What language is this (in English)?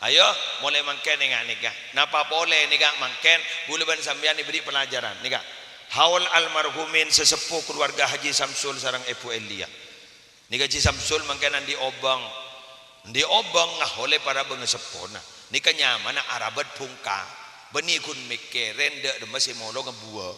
Madurese